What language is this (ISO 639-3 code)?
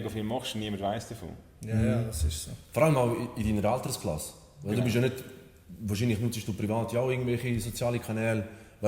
gsw